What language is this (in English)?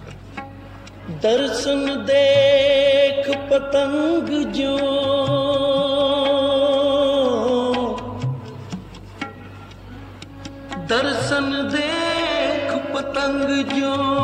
Hindi